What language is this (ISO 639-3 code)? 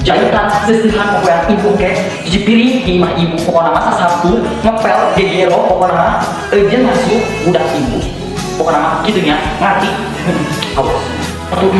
sun